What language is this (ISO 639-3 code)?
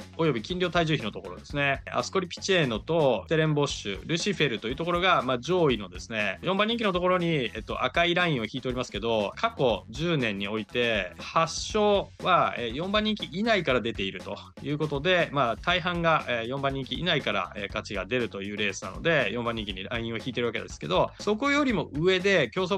jpn